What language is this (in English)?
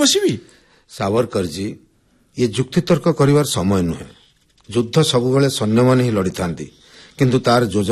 Odia